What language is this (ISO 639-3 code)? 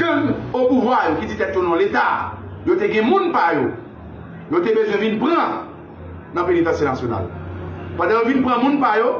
hat